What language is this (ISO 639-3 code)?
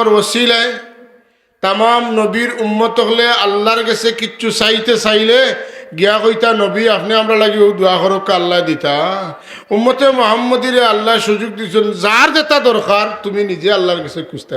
syl